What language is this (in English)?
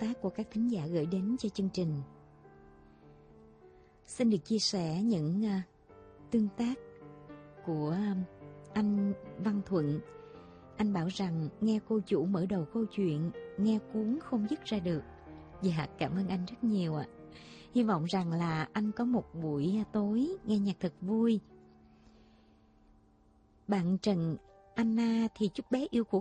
Vietnamese